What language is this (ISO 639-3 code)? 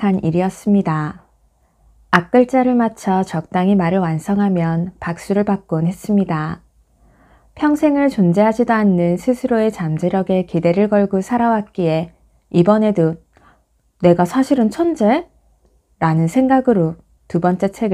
kor